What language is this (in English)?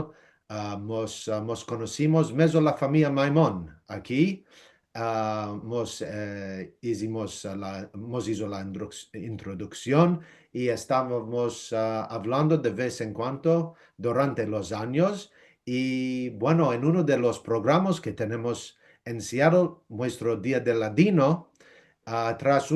Ladino